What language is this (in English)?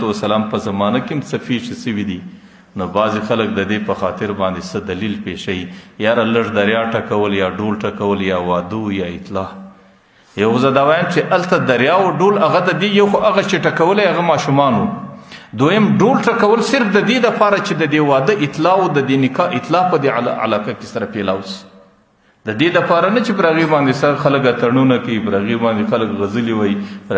Pashto